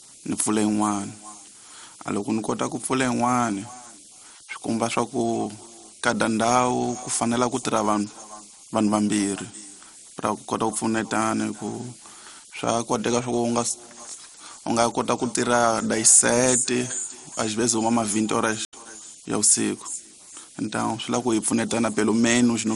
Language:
Tsonga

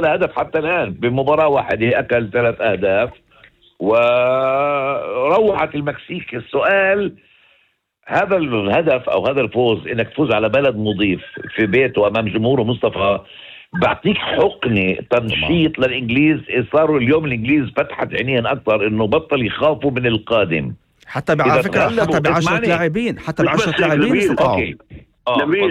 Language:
North Levantine Arabic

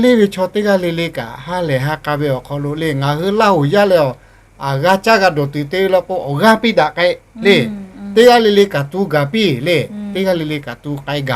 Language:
Lahu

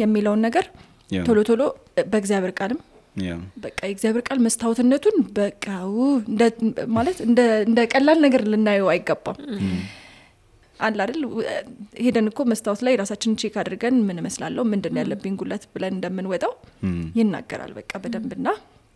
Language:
Amharic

